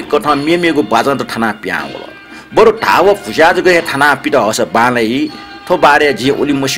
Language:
Newari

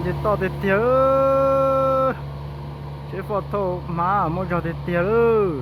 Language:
Hmong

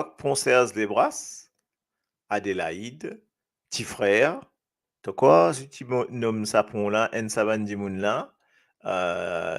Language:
Morisyen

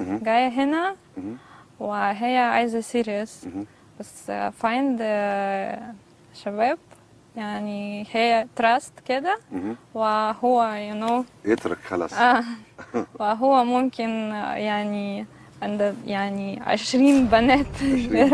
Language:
Egyptian Arabic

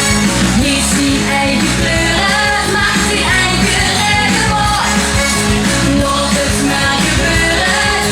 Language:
Limburgish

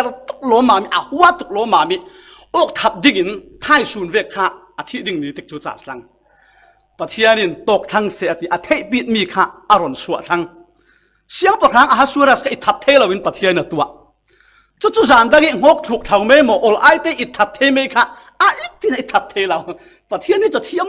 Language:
Falam Chin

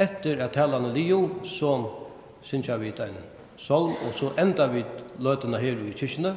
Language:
Faroese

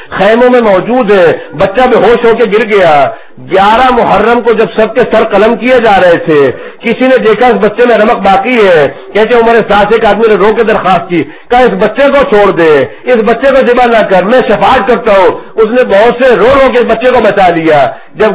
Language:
Urdu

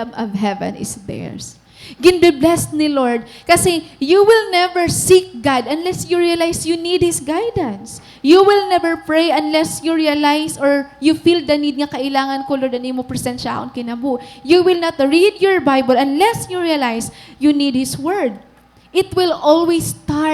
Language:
Waray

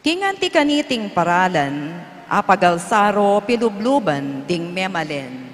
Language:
Pampanga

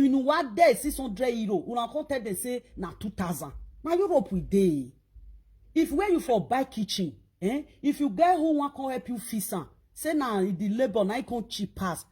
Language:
Nigerian Pidgin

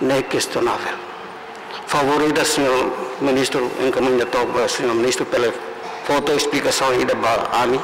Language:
Tetum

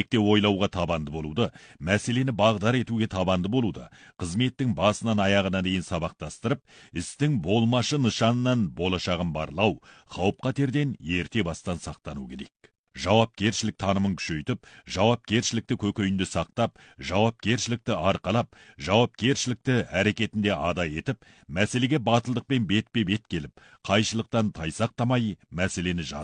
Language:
Kazakh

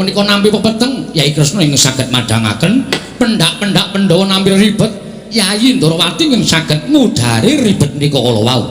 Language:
Javanese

